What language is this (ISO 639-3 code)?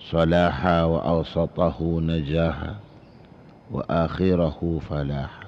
mad